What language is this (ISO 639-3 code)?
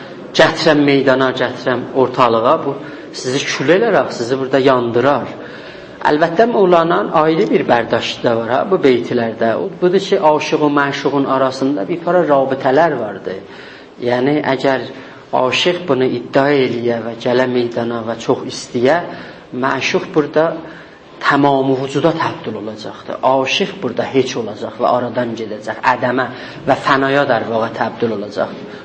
azb